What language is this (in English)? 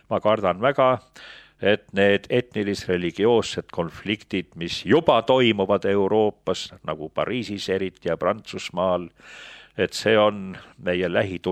Estonian